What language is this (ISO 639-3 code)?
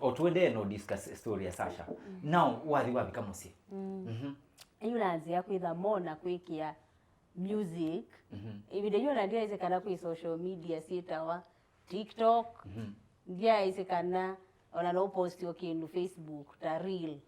kam